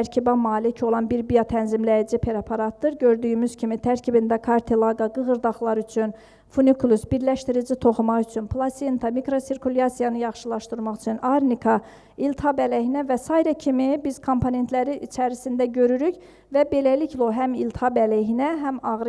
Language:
Azerbaijani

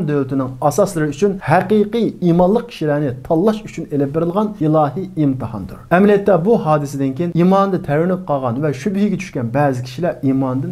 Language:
Uyghur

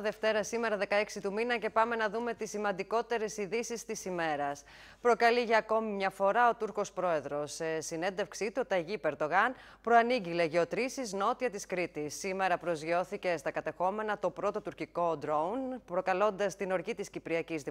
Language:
Greek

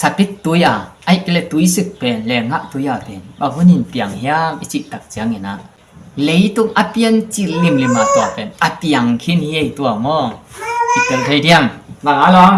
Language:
Tedim Chin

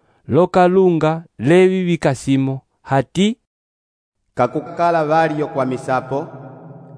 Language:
Umbundu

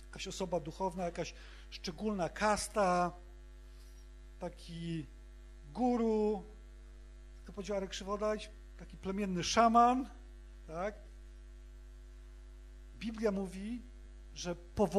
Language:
Polish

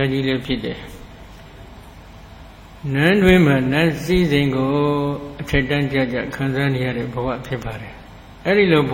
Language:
Burmese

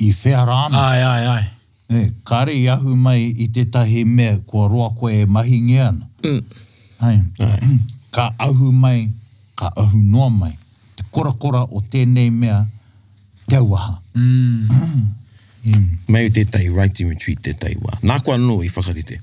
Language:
Māori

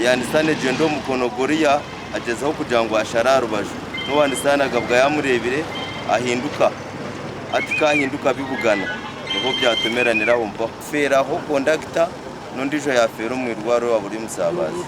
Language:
Nyankole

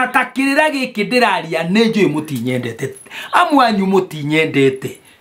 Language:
Kikuyu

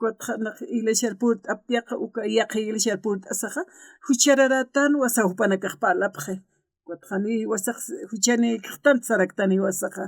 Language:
Aymara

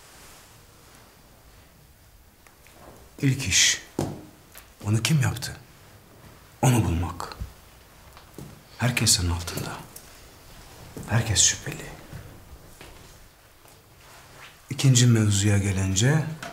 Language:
Turkish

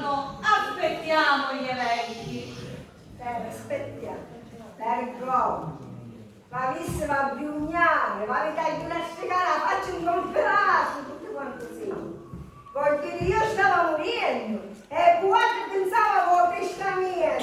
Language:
Sicilian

